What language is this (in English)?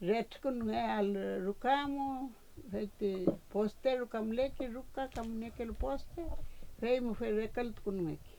Mapuche